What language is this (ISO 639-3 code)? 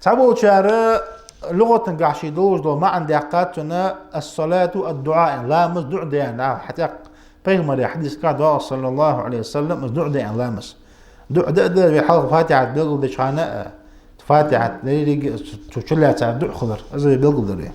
inh